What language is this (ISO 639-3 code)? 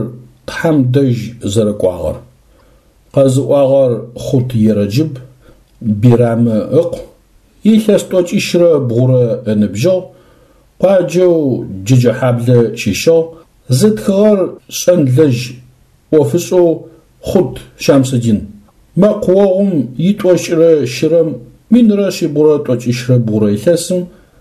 ady